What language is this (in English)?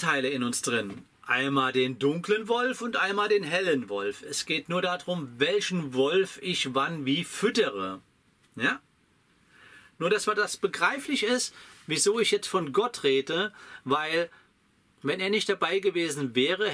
German